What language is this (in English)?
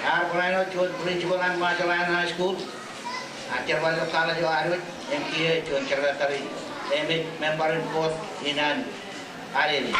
Marshallese